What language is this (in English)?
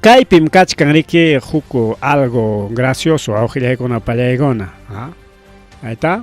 Ayacucho Quechua